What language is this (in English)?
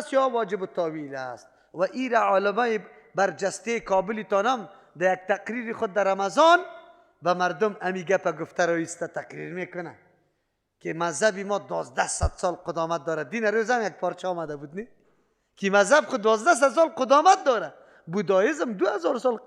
Persian